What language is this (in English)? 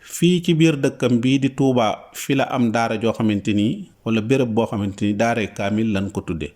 Wolof